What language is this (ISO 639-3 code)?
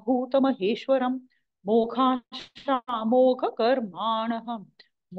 san